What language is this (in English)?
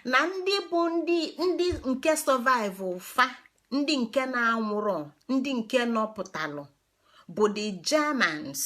Igbo